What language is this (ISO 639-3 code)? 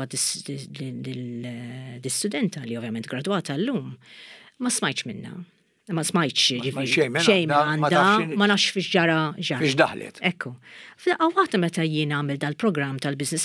mlt